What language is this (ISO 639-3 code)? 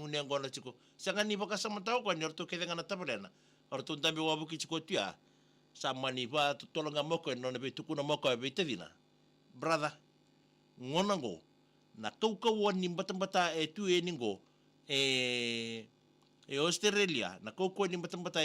fij